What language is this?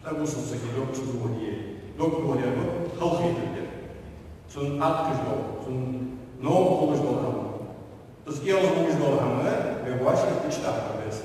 Ingush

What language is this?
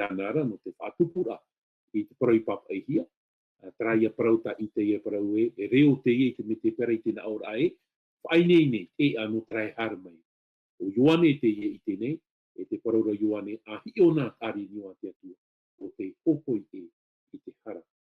Tahitian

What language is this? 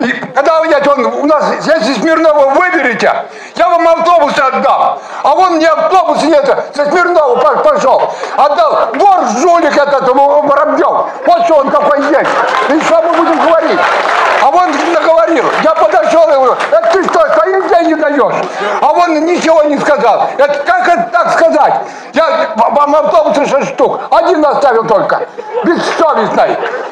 Russian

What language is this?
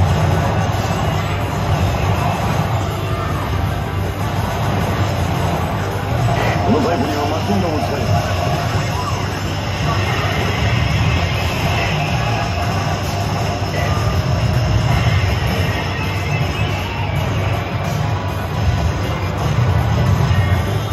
Japanese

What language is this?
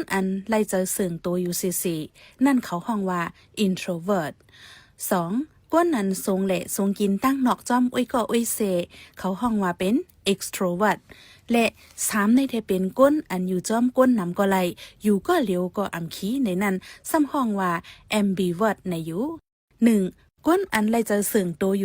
Shan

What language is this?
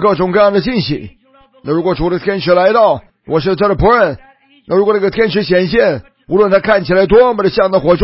Chinese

